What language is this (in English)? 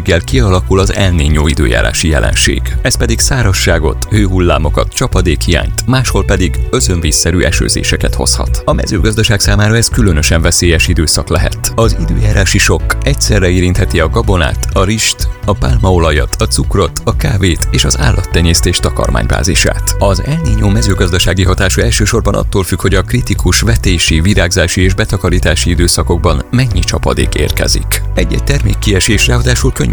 Hungarian